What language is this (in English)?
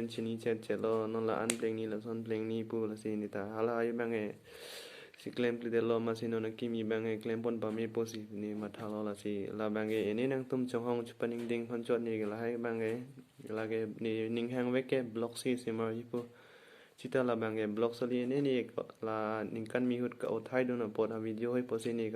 Karbi